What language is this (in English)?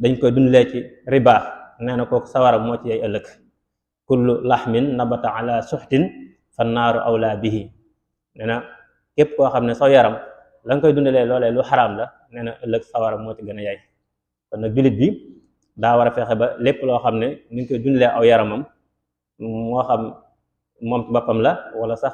Wolof